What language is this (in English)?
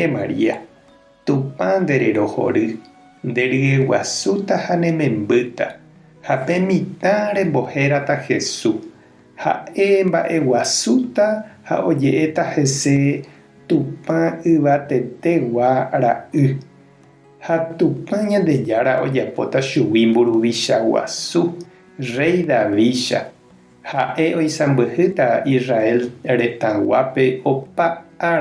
Guarani